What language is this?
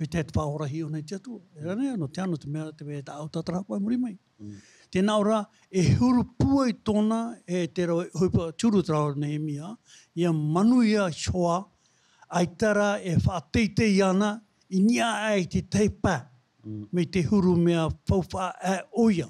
Tahitian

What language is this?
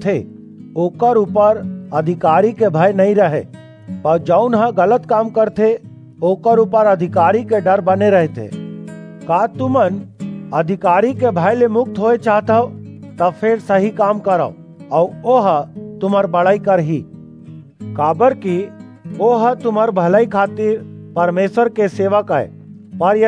Chhattisgarhi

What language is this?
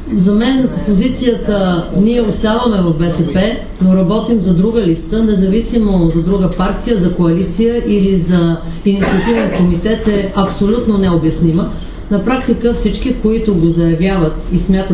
Bulgarian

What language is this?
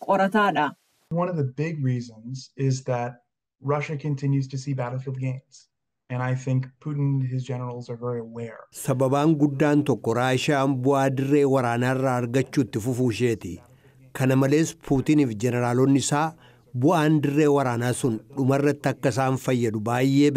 Oromo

